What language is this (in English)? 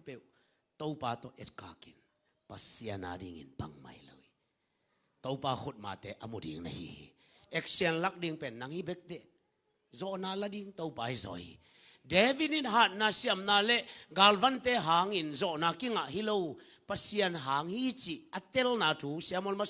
Tedim Chin